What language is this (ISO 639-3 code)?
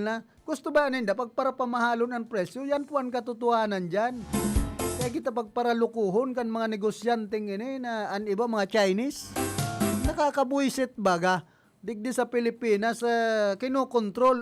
bik